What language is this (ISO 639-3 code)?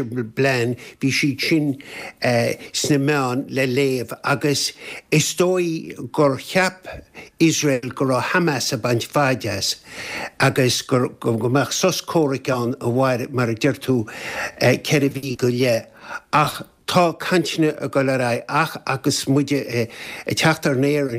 gle